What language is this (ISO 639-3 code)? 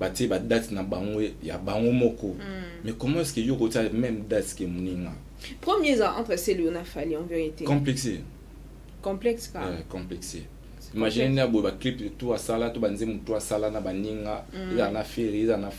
lin